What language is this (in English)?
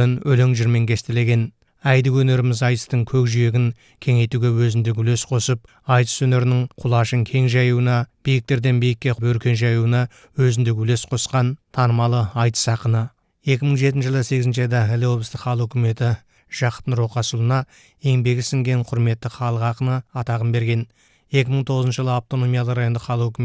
Kazakh